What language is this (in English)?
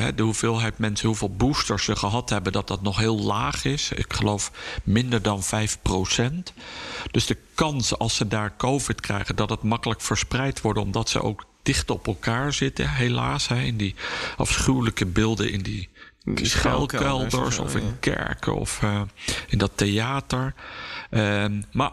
Dutch